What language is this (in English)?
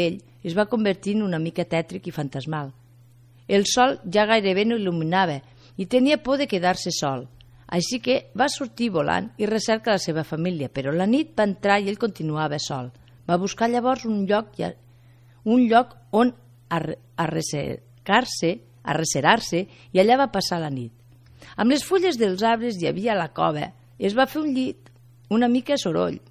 Catalan